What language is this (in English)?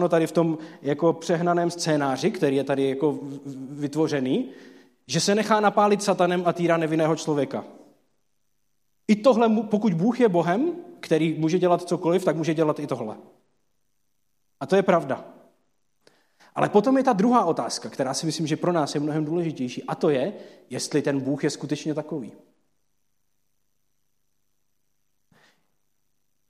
Czech